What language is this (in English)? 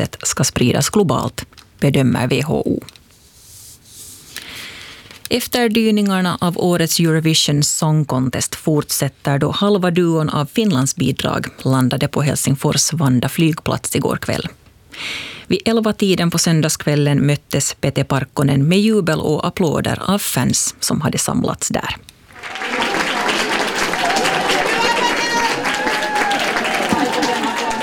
Swedish